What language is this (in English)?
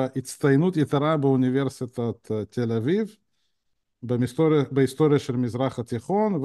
Hebrew